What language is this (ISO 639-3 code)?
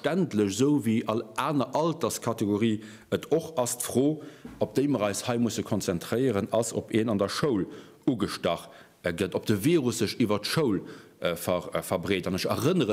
ltz